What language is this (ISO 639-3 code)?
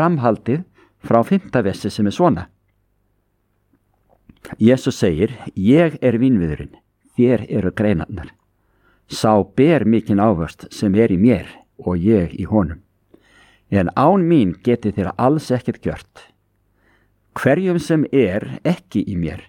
isl